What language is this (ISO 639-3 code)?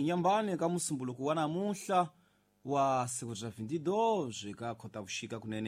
tso